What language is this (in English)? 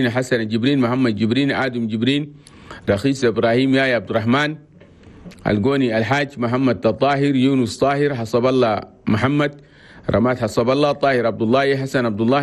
Chadian Arabic